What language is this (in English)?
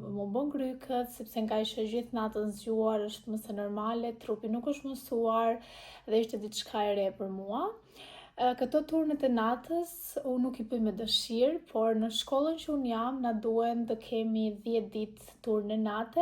Albanian